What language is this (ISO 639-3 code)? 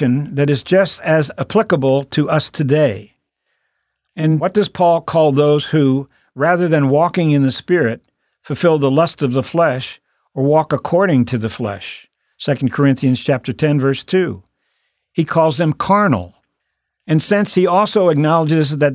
eng